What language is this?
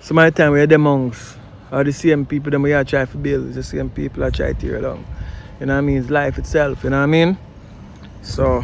Jamaican Creole English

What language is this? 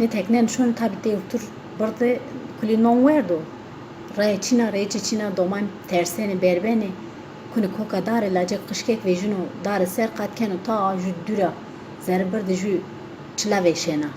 Zaza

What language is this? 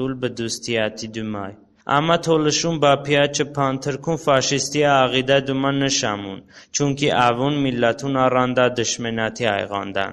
Talysh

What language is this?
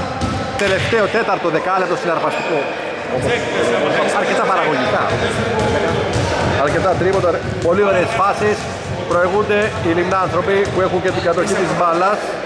Greek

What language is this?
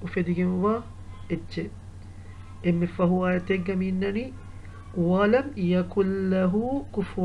Divehi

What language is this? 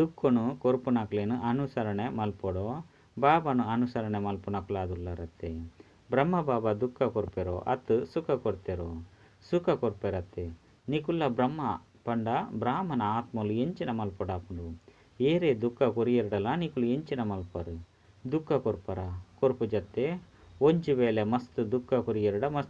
Tulu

